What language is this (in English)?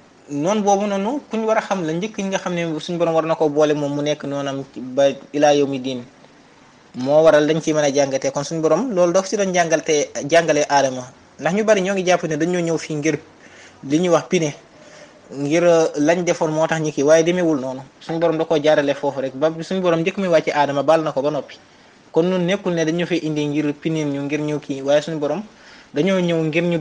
Wolof